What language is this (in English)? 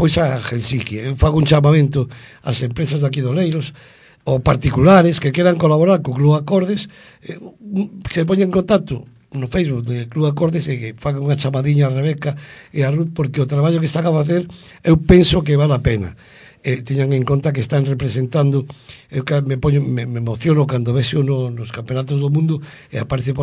Galician